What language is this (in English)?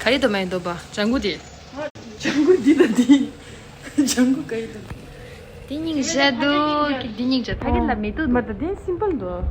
Tibetan